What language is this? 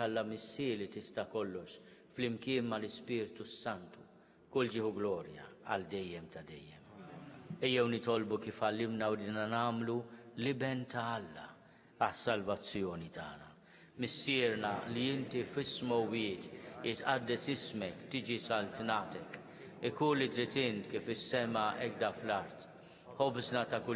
Maltese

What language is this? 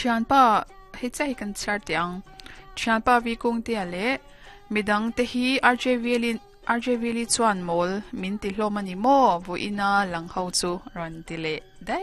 Mizo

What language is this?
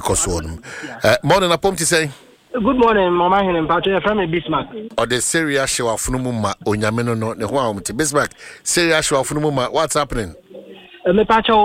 Akan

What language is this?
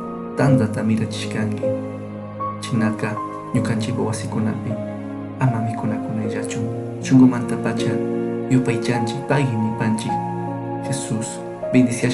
Chimborazo Highland Quichua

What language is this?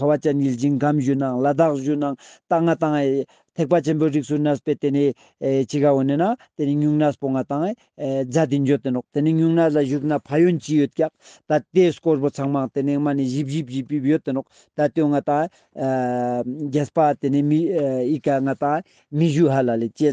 Ladakhi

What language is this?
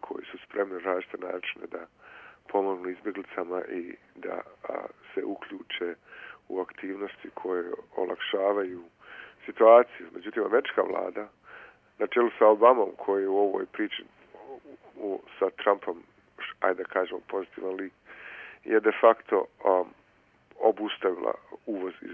Bosnian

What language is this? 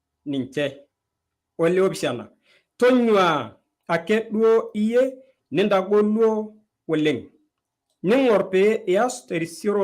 Masai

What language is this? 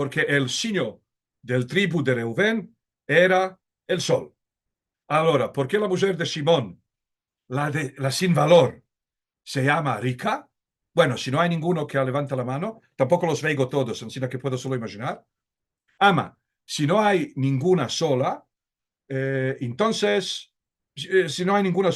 Ladino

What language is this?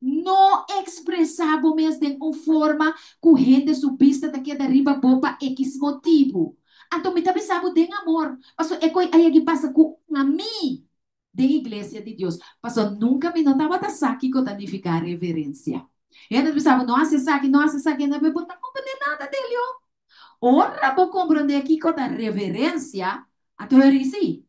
Papiamento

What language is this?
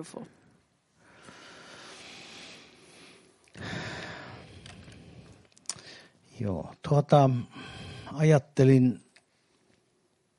Finnish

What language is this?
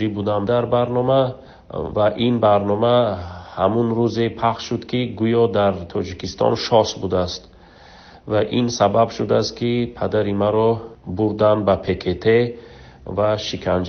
Tajik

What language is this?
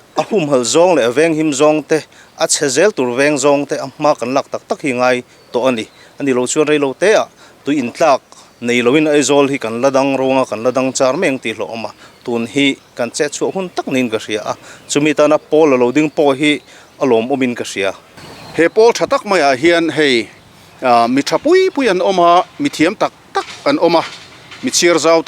Mizo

